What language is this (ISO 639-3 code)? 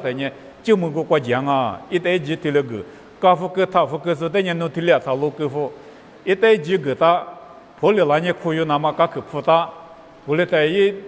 lis